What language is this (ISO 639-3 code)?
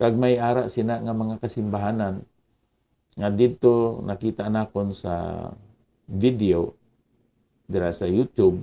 hil